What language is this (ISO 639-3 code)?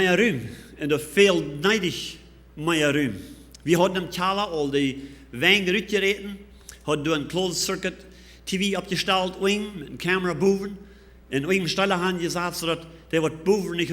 pdt